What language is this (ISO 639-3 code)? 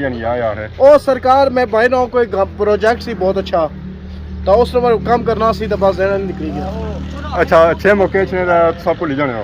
phr